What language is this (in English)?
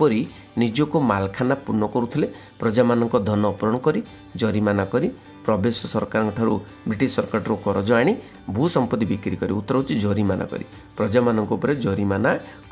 Odia